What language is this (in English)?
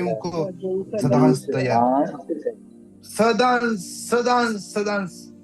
Konkani